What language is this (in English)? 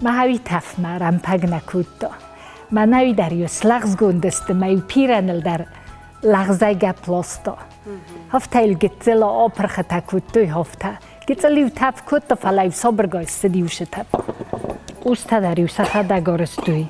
Ossetic